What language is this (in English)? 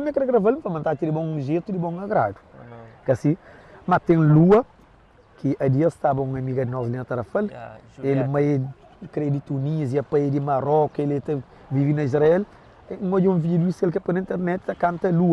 Kabuverdianu